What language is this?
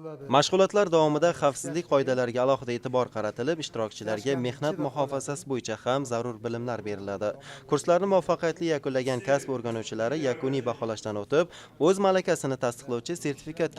Uzbek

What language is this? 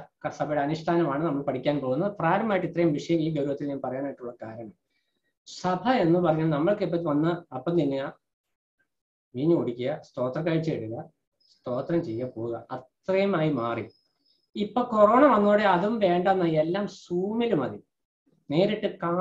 Malayalam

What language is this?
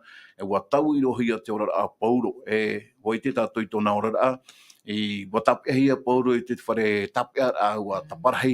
Tahitian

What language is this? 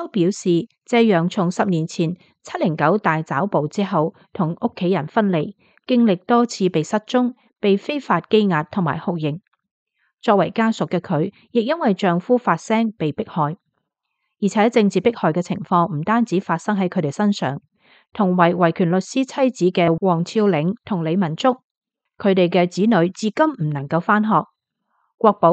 Cantonese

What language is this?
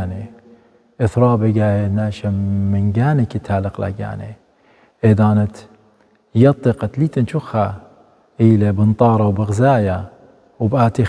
Assyrian Neo-Aramaic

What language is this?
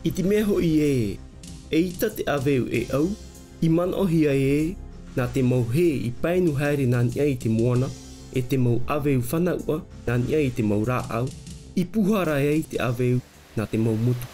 Tahitian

